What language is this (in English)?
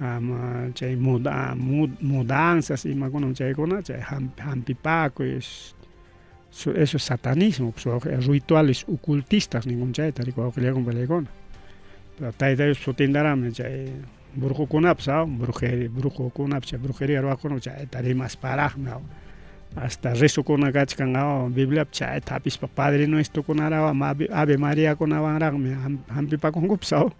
Ayacucho Quechua